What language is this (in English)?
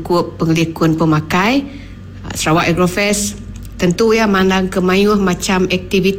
Iban